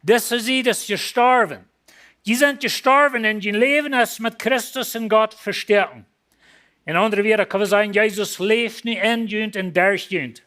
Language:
Plautdietsch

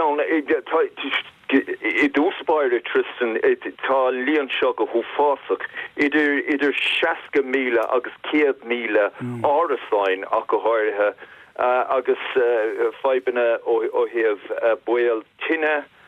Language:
Irish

